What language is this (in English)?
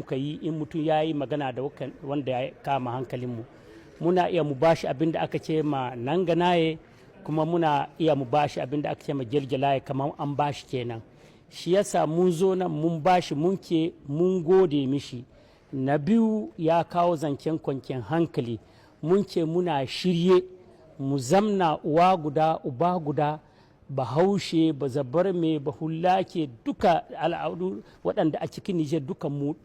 Hausa